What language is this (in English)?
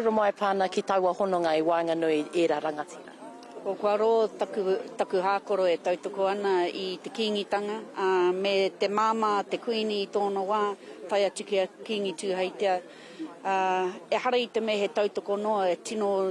Māori